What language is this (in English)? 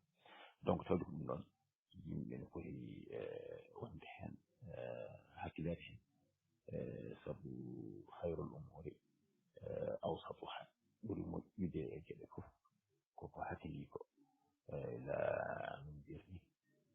Fula